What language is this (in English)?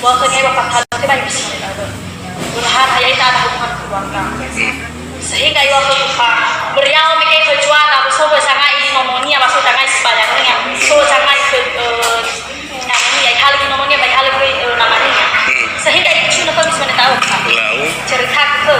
Nias